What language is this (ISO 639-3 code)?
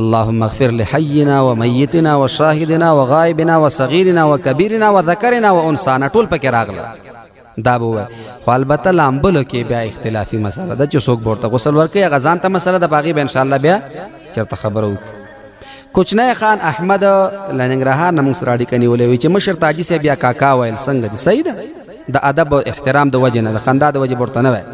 pus